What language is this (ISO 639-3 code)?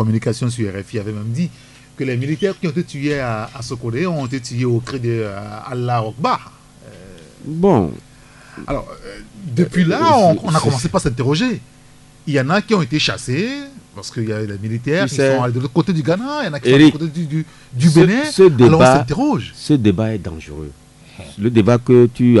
fra